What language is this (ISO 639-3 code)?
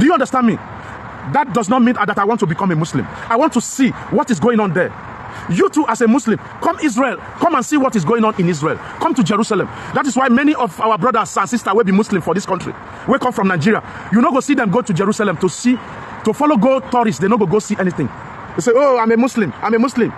pcm